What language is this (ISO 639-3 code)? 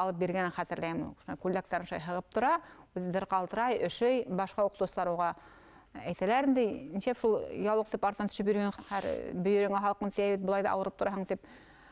bak